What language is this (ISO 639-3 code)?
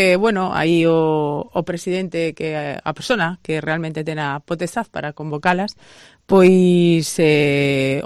glg